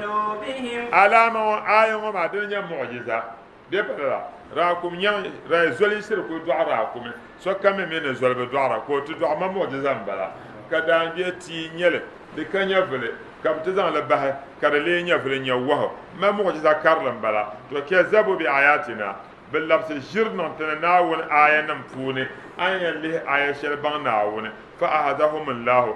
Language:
Dagbani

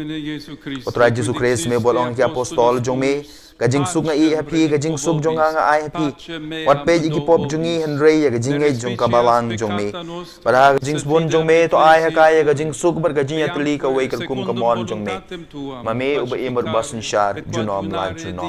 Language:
Khasi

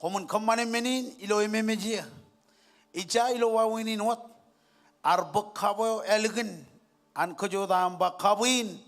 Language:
Marshallese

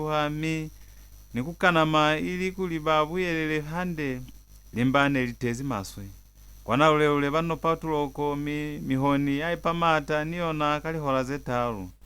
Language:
Lozi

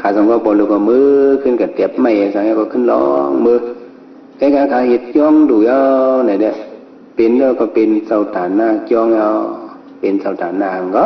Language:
Shan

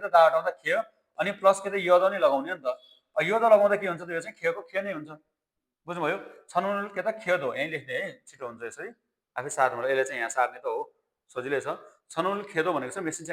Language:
Nepali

